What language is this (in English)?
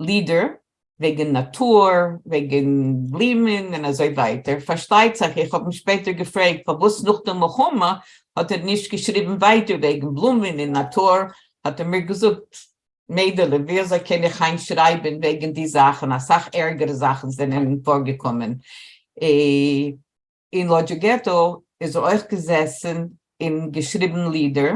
Yiddish